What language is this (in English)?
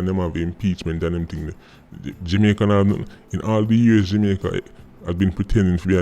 Jamaican Creole English